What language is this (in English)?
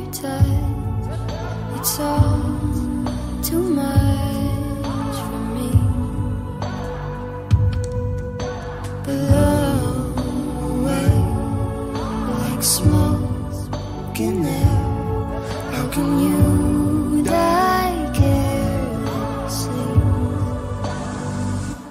English